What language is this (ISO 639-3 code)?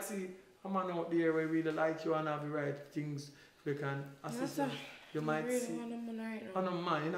jam